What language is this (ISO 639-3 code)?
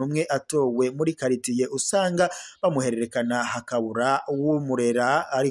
run